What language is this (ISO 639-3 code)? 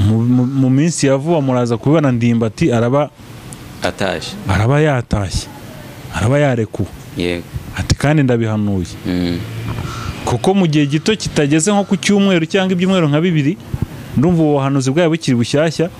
kin